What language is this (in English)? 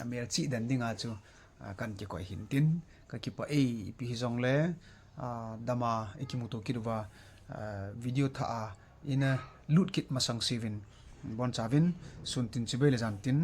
Thado Chin